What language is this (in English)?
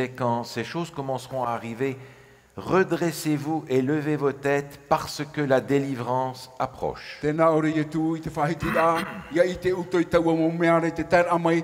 Tahitian